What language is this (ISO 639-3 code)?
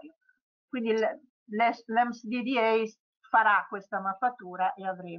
ita